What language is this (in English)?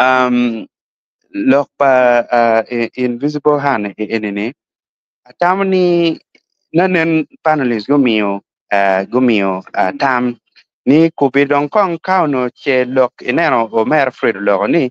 Acoli